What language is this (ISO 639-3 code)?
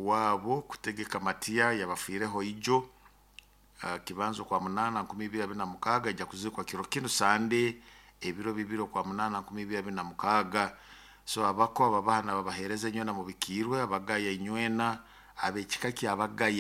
nyo